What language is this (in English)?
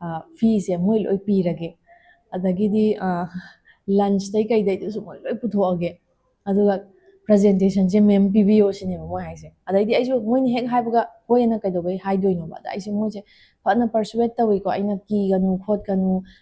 Manipuri